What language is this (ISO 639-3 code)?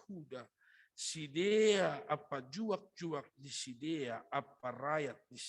bts